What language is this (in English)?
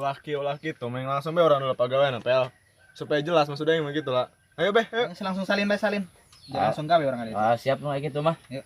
Sundanese